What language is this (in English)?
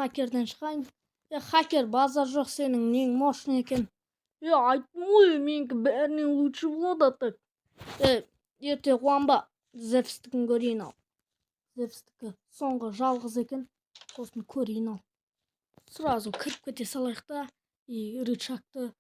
Kazakh